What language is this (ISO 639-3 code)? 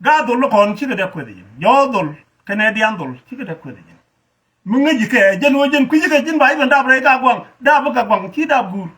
nus